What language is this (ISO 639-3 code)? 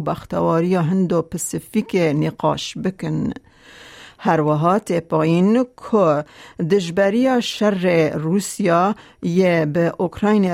kur